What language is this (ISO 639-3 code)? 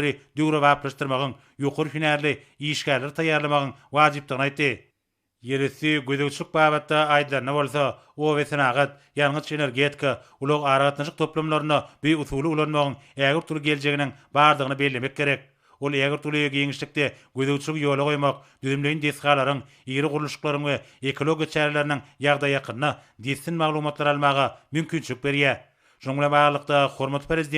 tuk